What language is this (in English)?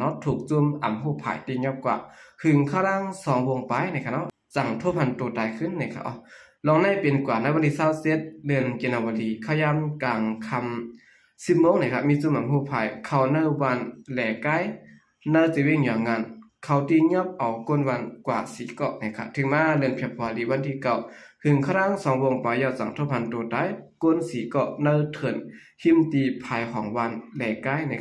Shan